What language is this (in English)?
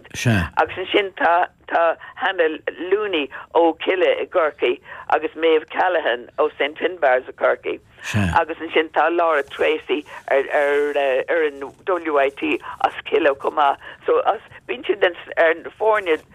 Irish